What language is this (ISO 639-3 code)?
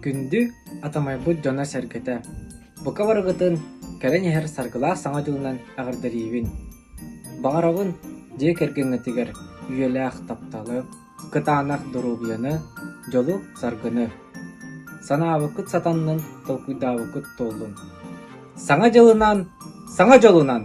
sah